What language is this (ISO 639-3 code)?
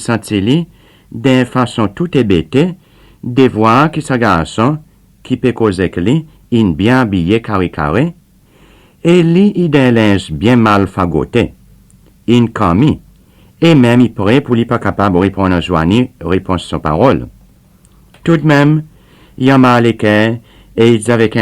crs